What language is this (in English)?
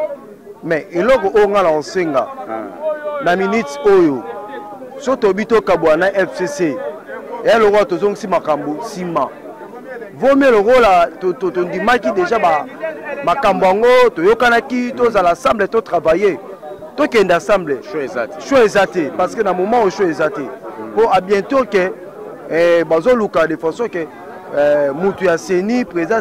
Lingala